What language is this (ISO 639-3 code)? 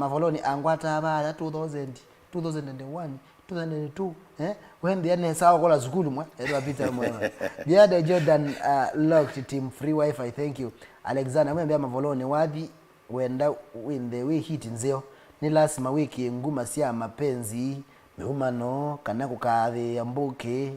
kam